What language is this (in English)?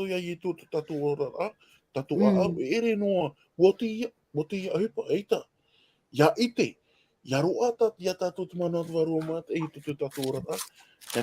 Tahitian